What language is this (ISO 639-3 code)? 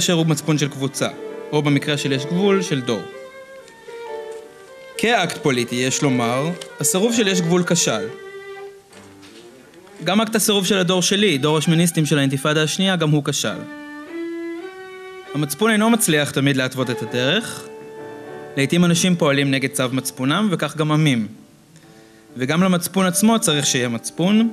heb